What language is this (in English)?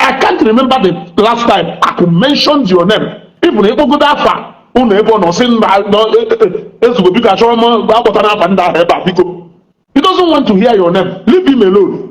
Igbo